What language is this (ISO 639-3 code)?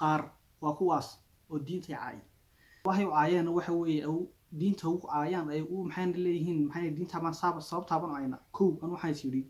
som